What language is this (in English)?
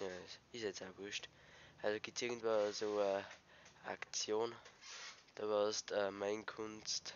Bavarian